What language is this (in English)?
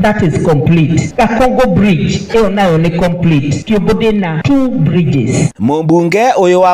Kikuyu